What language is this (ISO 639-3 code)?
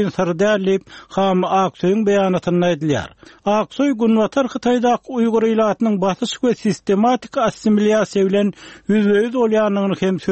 tuk